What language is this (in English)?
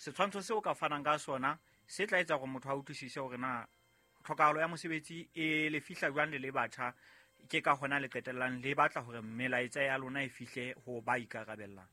Southern Sotho